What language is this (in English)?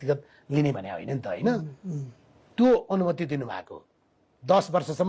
Nepali